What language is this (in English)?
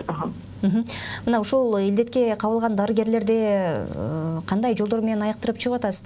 Kyrgyz